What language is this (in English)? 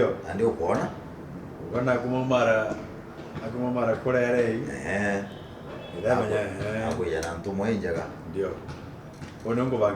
Meru